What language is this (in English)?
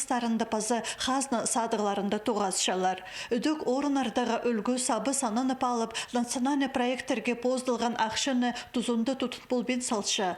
Khakas